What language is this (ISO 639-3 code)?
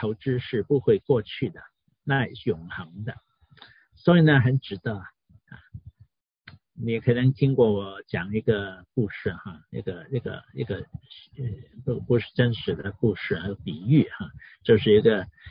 zho